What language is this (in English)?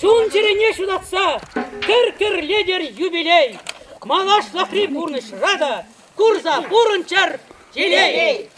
Chuvash